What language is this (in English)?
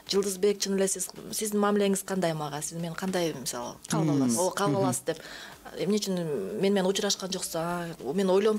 Kyrgyz